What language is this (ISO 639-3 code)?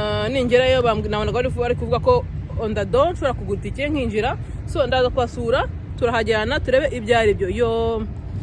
kin